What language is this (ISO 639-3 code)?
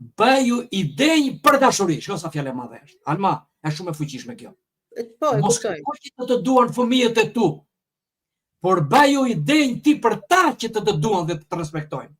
sqi